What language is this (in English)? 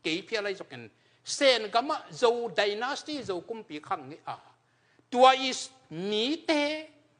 Tedim Chin